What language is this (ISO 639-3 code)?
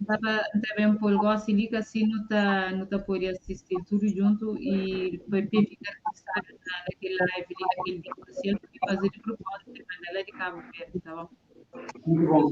kea